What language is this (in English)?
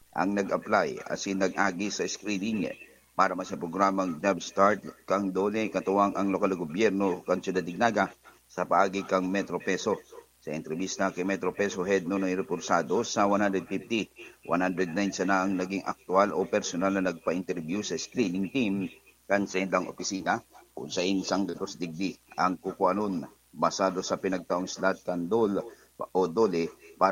Bikol